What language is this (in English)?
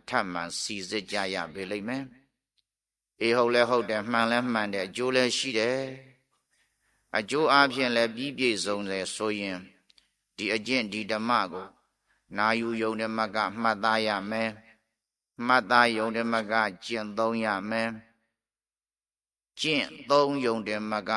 Burmese